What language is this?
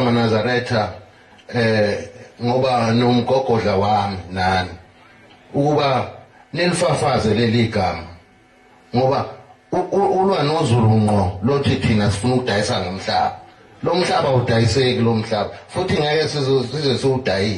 Zulu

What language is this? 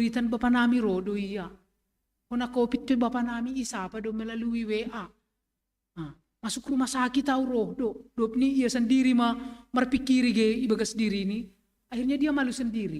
Batak Simalungun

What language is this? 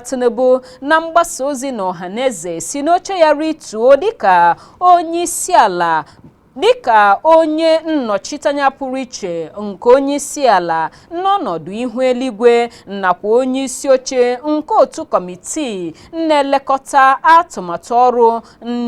Igbo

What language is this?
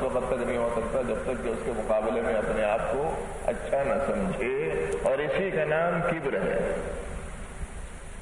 Urdu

